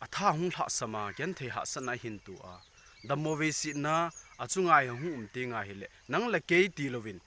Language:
Thado Chin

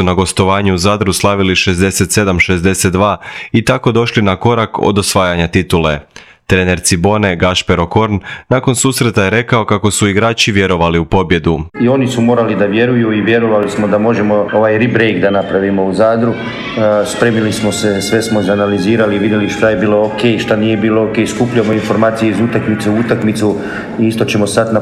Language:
Croatian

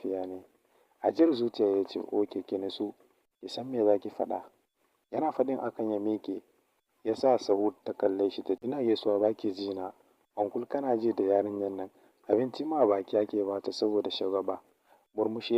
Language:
Hausa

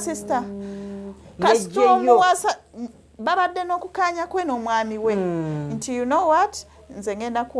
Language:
Ganda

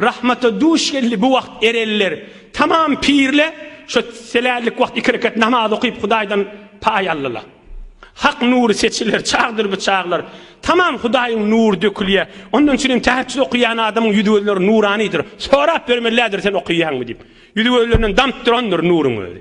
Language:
Turkmen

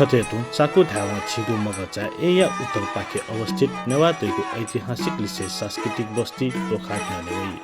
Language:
Newari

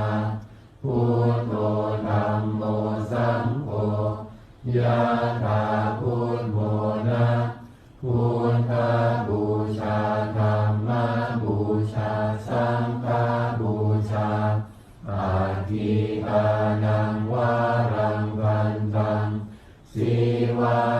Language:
Pali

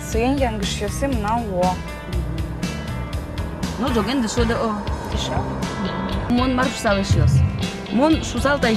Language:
Udmurt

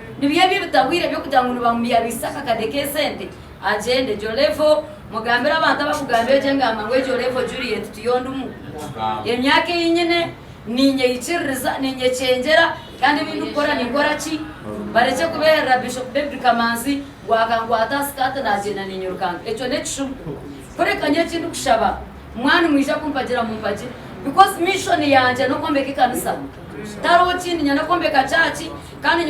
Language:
Nyankole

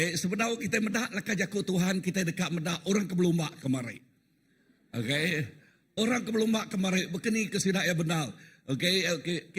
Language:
Iban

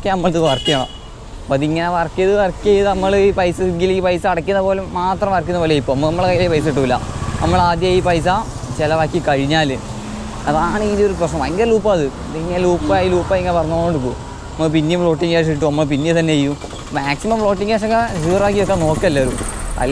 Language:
Malayalam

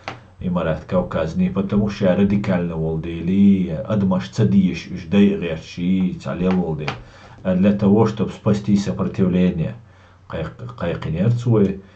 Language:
Chechen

